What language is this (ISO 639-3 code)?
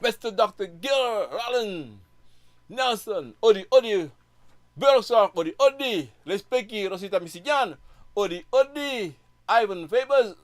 srn